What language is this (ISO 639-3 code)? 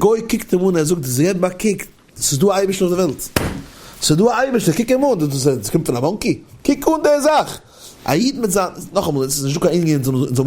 yid